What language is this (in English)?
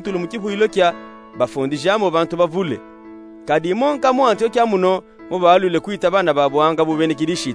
Luba-Katanga